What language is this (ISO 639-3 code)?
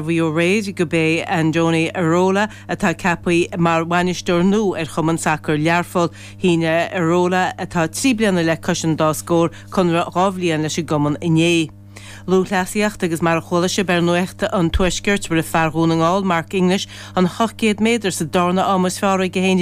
gle